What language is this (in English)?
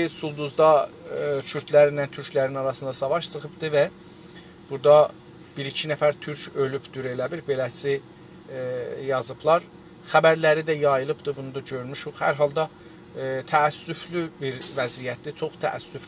South Azerbaijani